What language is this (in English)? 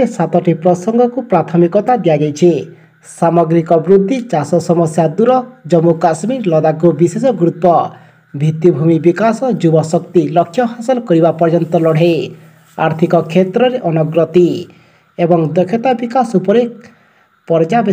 Odia